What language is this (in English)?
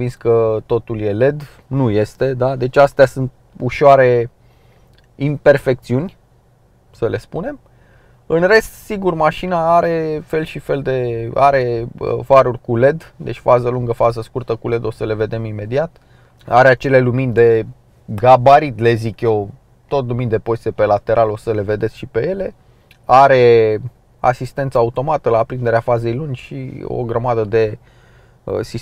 Romanian